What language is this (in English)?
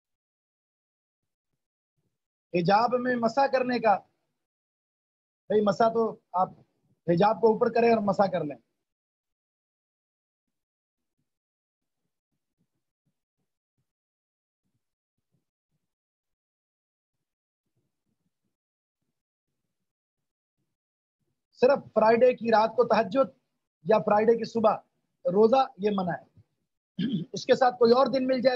Urdu